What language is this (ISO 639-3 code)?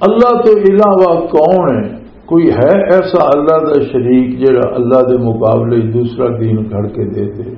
lah